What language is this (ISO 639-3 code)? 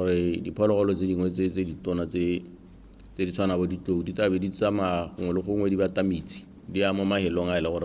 tsn